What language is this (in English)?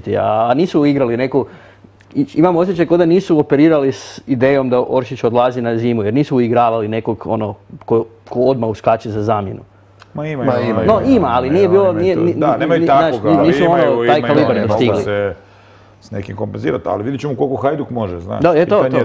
Croatian